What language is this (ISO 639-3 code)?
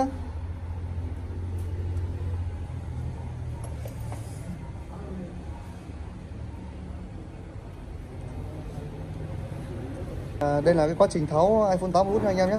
vie